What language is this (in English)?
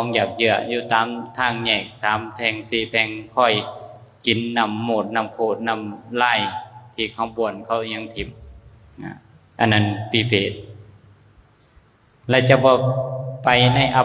Lao